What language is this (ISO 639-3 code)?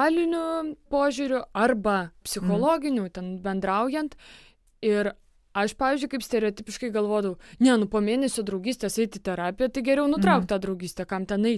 lit